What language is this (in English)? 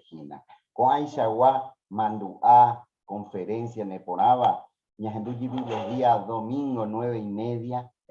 Guarani